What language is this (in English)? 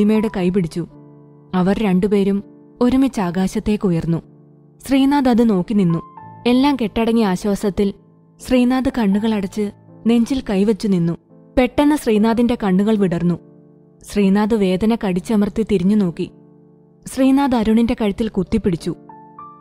Malayalam